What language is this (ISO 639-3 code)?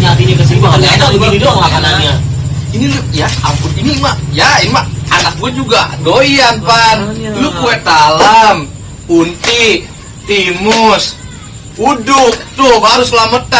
bew